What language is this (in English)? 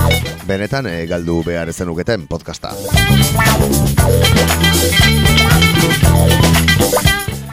Basque